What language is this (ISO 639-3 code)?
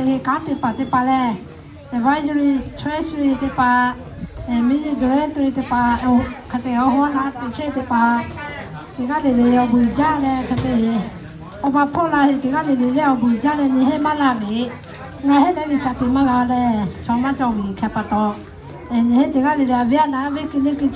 lhu